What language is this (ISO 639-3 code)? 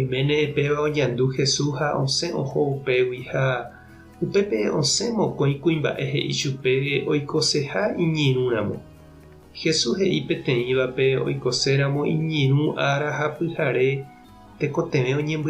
grn